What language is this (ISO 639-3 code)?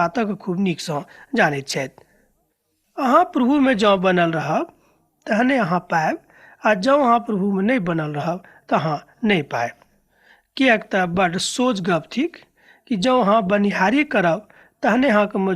mai